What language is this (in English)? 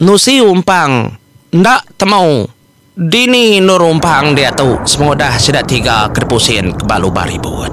Iban